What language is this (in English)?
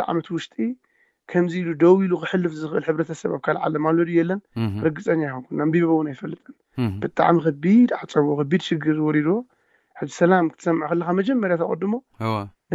Tigrinya